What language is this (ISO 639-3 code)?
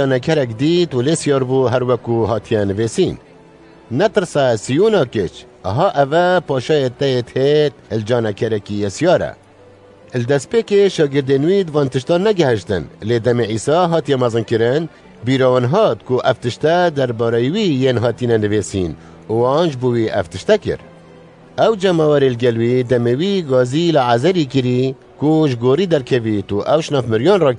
kur